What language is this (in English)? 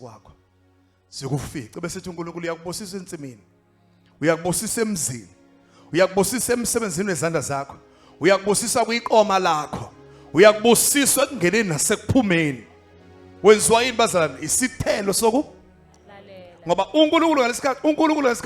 Zulu